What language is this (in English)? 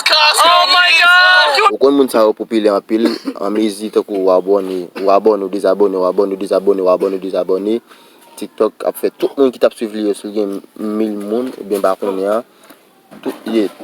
Haitian Creole